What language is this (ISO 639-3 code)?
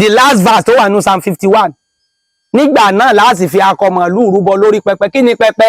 yor